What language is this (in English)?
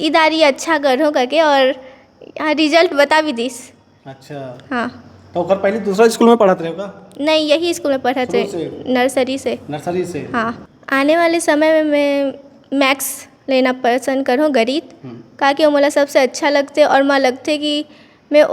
Chhattisgarhi